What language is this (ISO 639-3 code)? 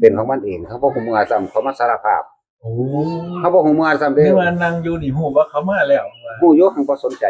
tts